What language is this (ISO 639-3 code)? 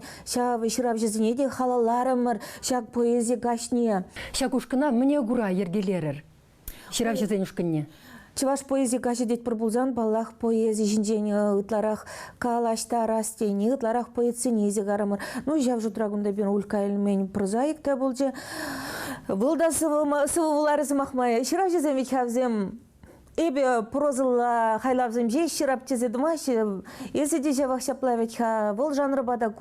chv